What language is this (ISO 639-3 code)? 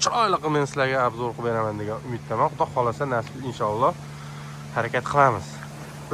uzb